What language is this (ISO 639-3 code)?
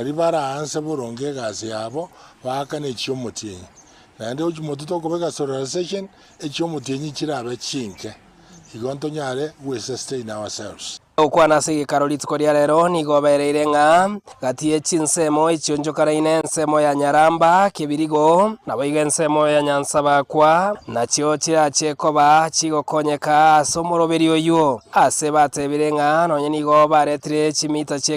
guz